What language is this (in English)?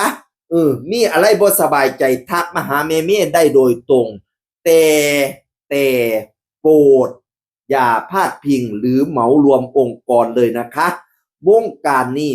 Northeastern Thai